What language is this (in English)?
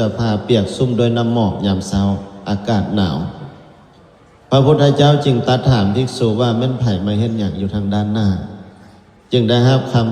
Lao